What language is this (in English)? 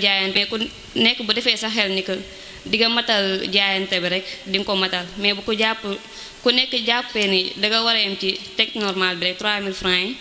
Wolof